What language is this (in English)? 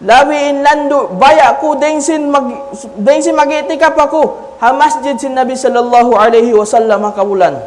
Tausug